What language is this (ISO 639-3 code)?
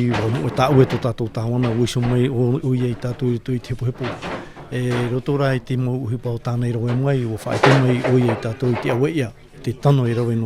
tah